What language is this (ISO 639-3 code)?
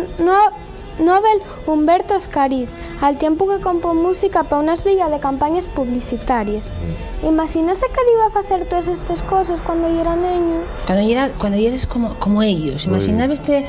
ast